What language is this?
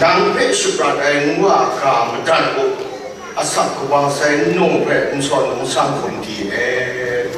Kachin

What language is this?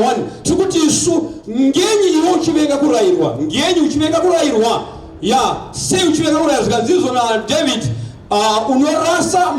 Shona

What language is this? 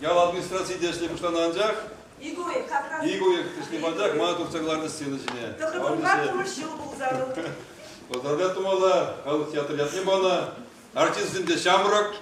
Chuvash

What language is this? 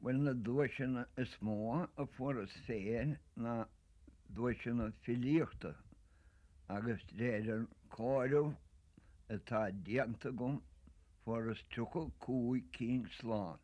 Irish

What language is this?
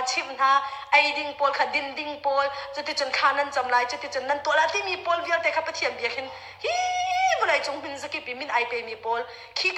Hakha Chin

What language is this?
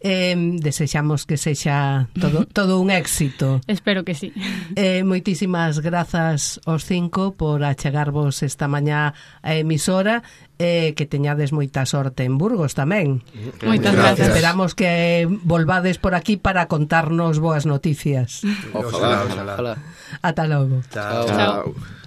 Galician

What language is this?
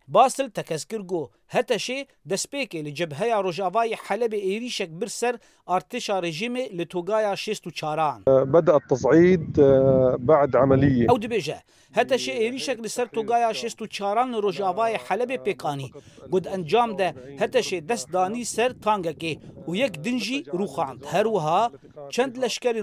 Kurdish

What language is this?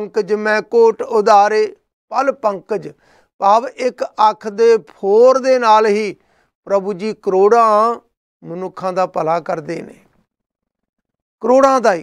Punjabi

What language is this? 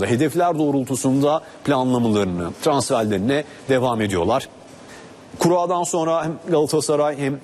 Turkish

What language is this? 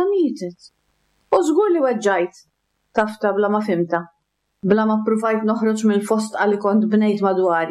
Maltese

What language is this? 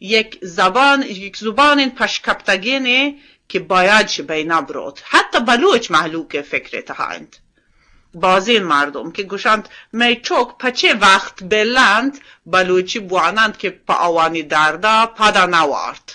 Eastern Balochi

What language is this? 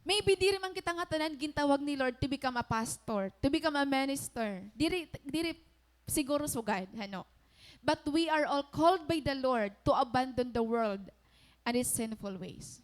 Waray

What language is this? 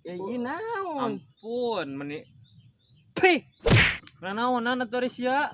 Sundanese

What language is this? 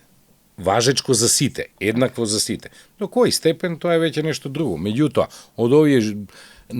Macedonian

